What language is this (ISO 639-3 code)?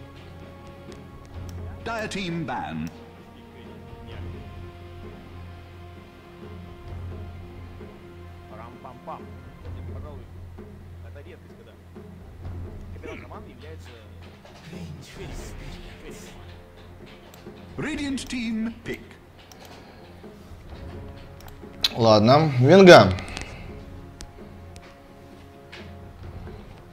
rus